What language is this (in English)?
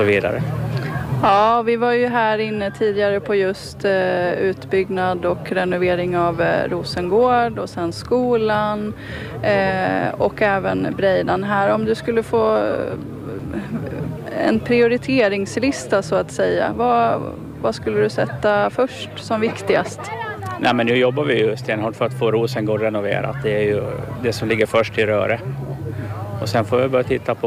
Swedish